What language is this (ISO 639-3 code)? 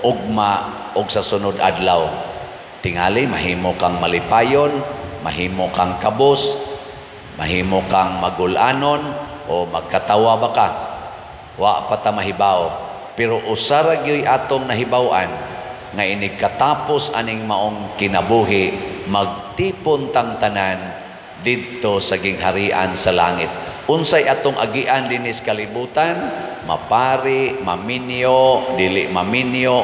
ceb